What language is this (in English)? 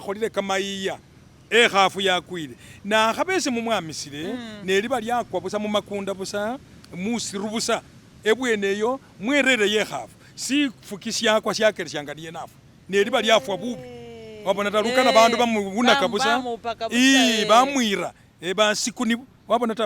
Masaaba